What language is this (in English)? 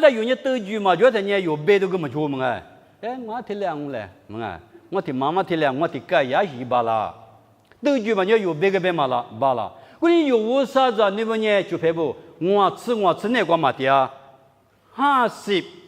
Lisu